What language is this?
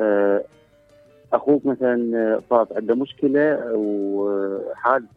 Mesopotamian Arabic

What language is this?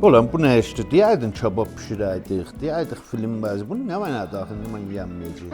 South Azerbaijani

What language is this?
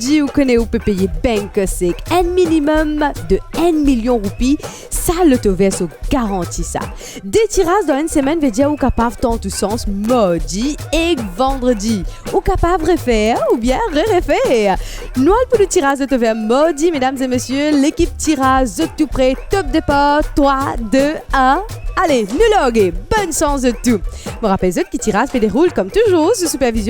Morisyen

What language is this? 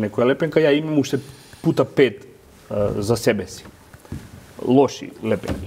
Macedonian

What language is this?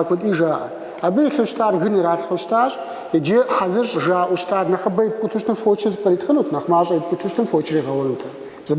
Kabardian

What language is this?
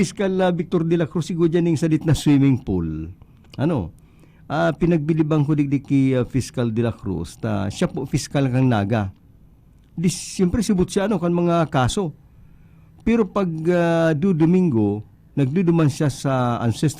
Bikol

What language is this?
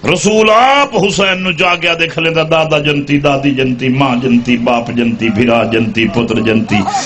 Saraiki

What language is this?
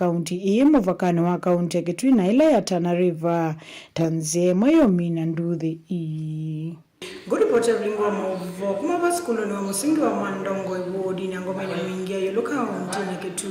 Kamba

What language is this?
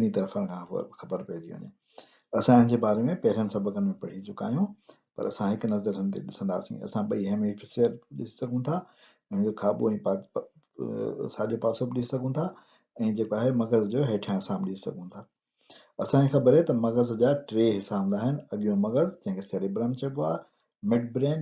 Sindhi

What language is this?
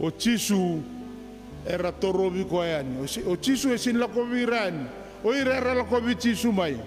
Fijian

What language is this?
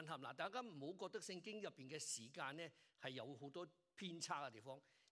Cantonese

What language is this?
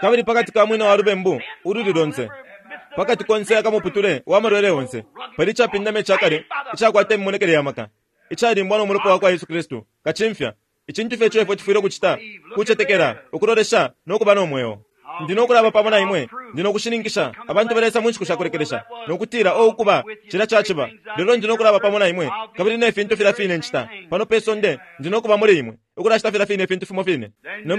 Bemba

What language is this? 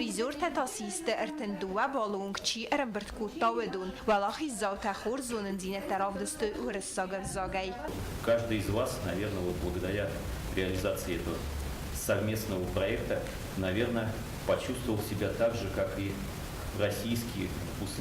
Ossetic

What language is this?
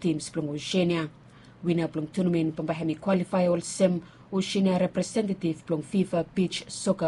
Bislama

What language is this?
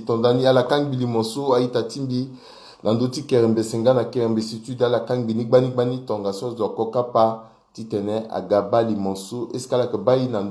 Sango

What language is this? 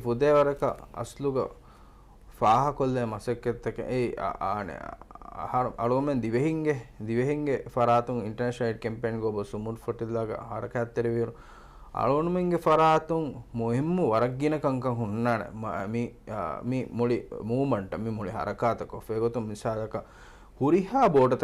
Divehi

